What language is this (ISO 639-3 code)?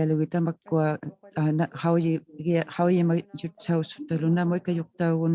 iku